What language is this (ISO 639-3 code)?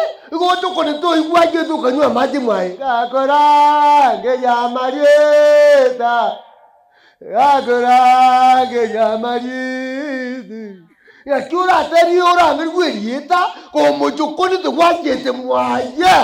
guz